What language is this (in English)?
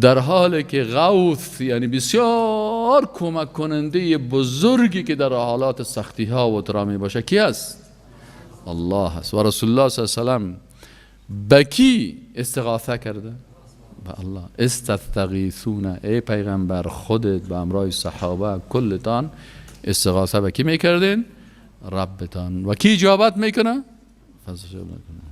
Persian